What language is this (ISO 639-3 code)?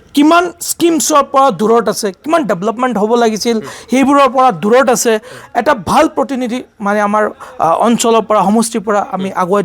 asm